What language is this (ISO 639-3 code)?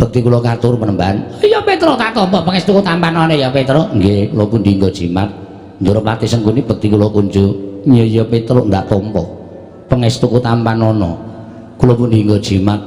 jav